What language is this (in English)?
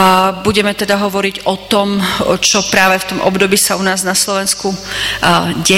Slovak